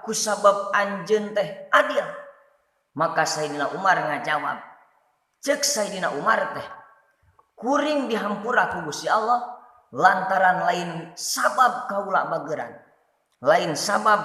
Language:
Sundanese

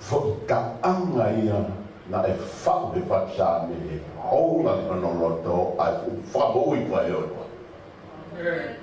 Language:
Tongan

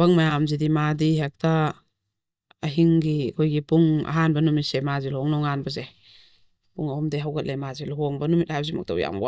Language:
Manipuri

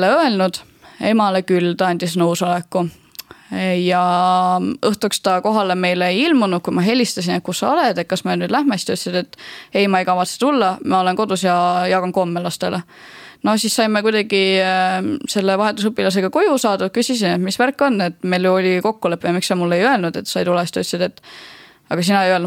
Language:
Estonian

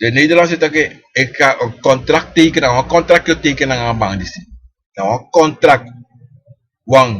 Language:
Sranan Tongo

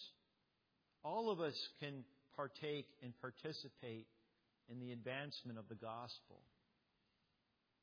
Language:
English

